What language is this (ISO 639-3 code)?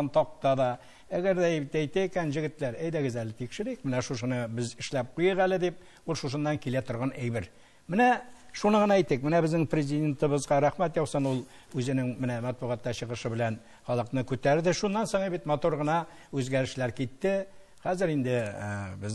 tat